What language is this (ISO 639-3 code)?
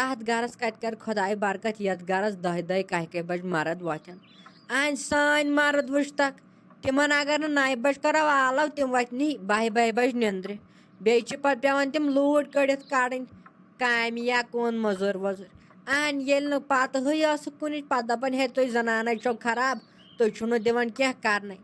kas